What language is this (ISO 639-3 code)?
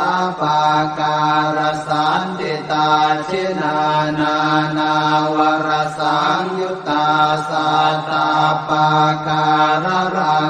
pli